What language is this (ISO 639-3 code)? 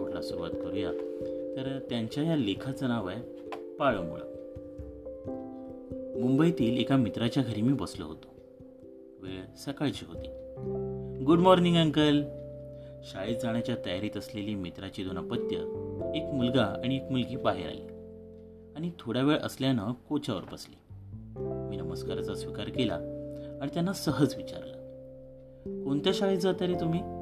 mar